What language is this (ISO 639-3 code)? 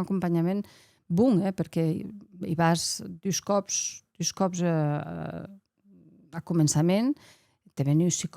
oci